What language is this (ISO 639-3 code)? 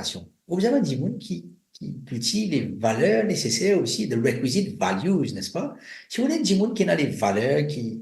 mfe